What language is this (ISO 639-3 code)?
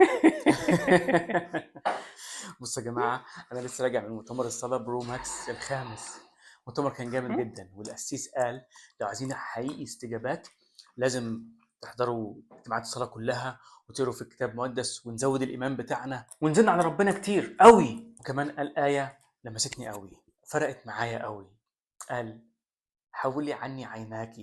arz